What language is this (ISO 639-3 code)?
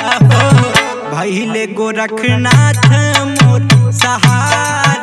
bho